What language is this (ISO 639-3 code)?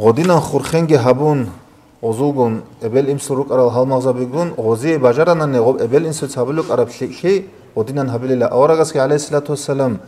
ava